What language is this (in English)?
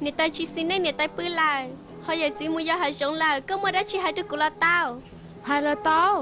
Hmong